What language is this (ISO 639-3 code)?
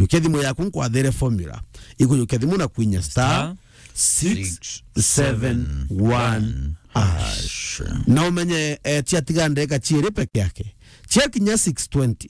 mer